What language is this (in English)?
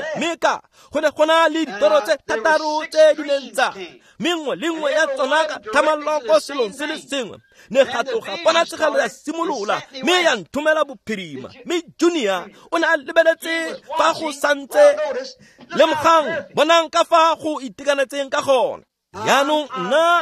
Tswana